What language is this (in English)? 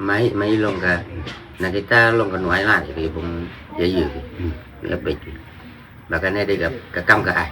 Khasi